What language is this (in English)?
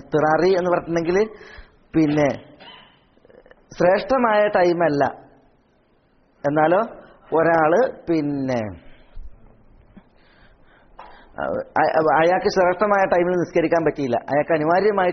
Malayalam